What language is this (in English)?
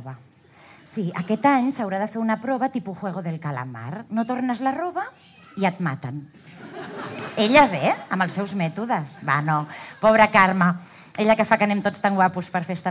Catalan